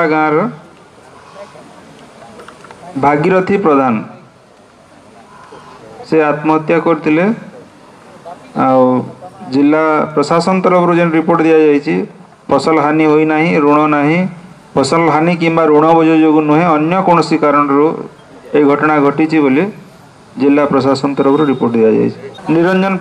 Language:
Odia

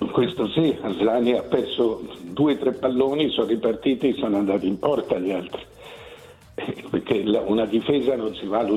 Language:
Italian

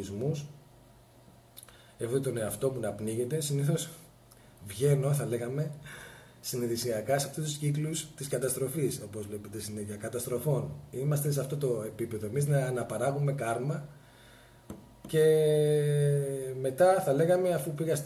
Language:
Greek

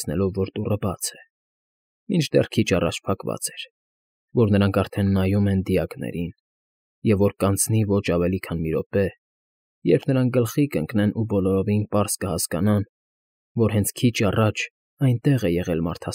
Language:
Armenian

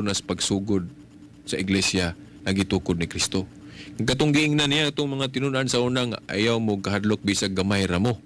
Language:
Cebuano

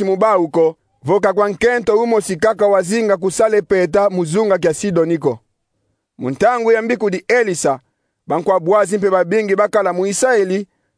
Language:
Kongo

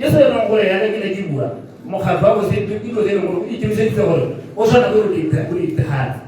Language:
Tswana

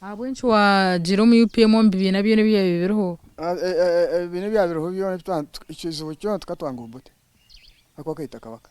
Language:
Nyankole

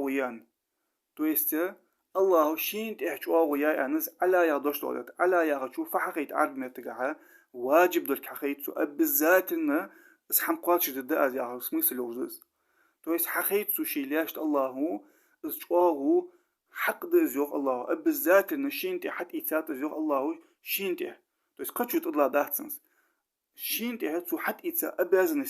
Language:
Ingush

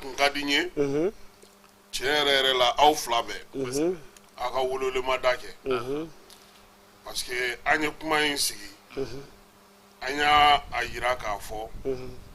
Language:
Bambara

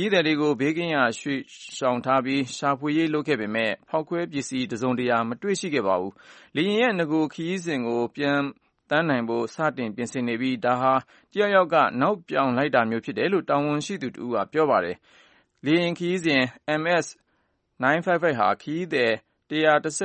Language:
Burmese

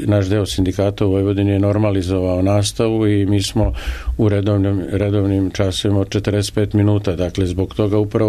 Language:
Serbian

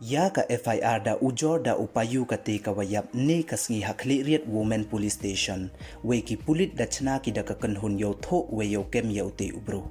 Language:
Pnar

